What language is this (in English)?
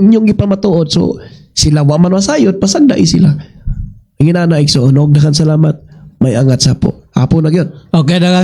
Cebuano